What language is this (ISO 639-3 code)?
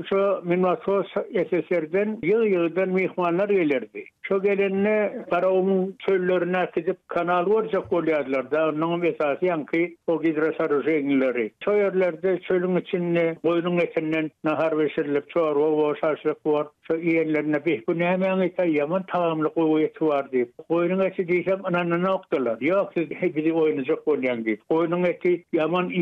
tuk